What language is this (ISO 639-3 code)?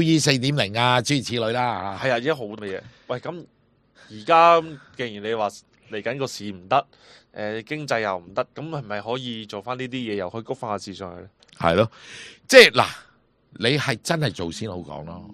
yue